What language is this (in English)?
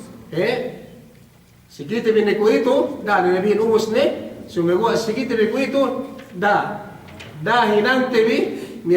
Yakan